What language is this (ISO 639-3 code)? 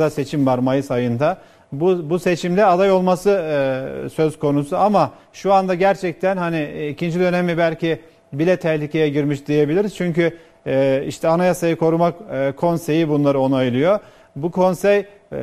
tur